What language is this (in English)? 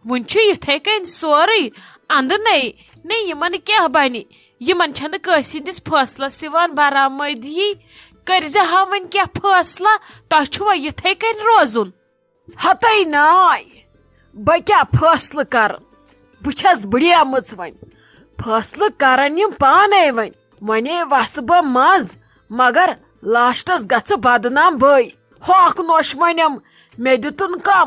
Kashmiri